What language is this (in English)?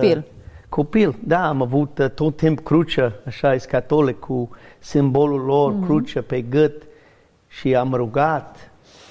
Romanian